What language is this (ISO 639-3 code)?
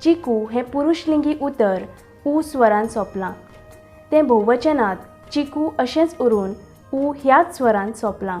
kok